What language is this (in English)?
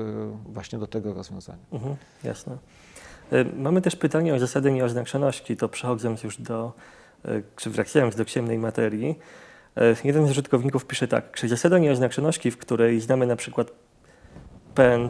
Polish